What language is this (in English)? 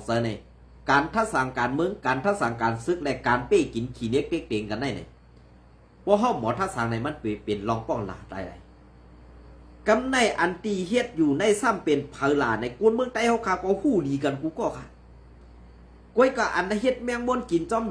Shan